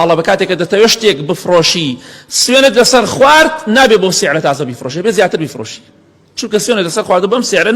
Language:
Central Kurdish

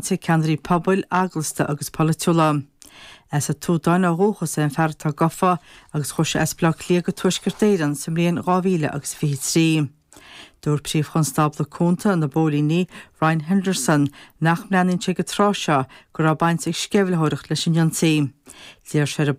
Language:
Irish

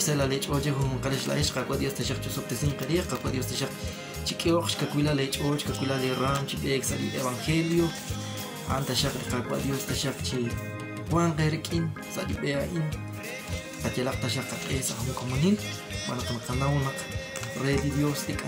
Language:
Kekchí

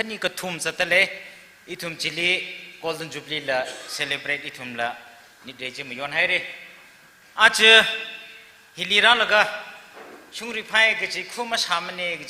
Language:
Tangkhul Naga (India)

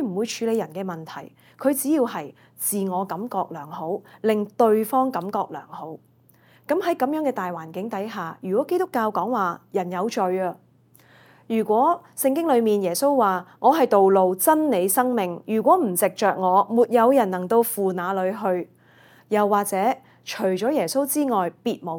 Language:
Cantonese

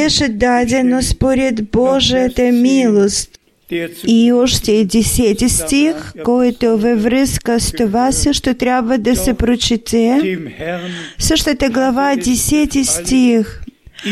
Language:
Bulgarian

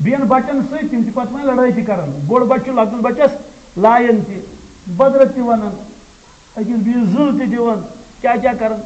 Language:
Kashmiri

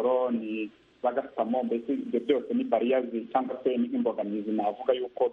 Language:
Kinyarwanda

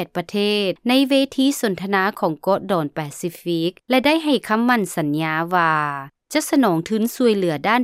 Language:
Lao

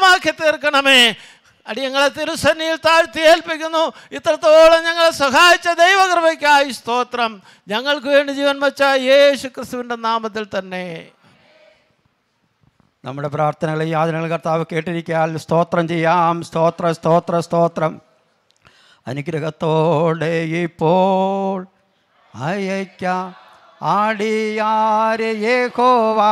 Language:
Malayalam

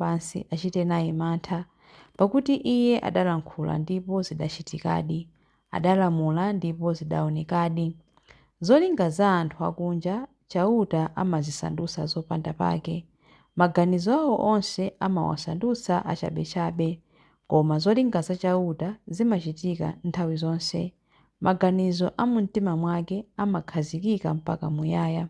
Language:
Nyanja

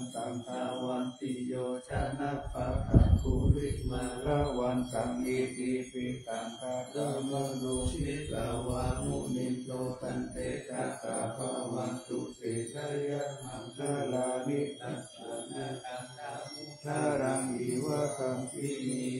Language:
Pali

